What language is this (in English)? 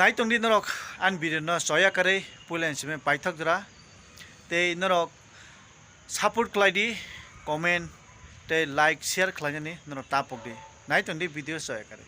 Kok Borok